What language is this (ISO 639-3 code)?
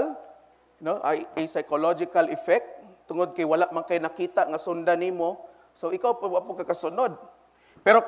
ceb